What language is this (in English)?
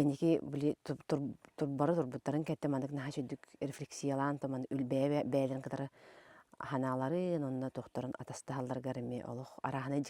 Yakut